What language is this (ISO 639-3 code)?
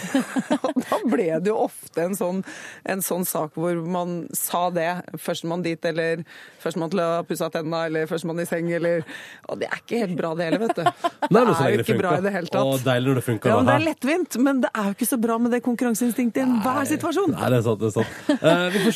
nor